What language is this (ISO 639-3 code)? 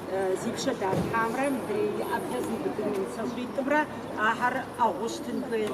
kbd